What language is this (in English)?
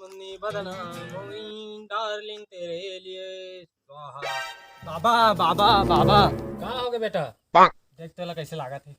Chhattisgarhi